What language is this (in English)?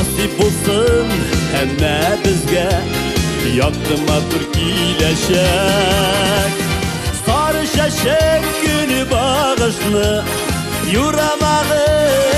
Tatar